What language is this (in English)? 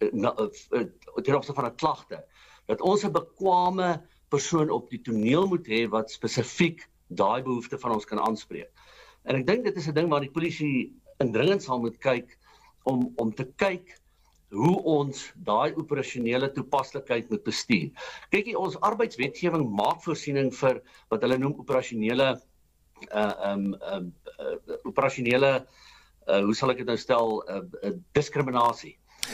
Afrikaans